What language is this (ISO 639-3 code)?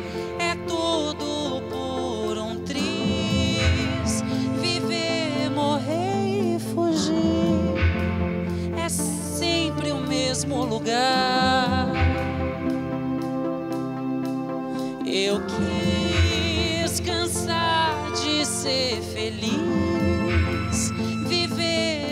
por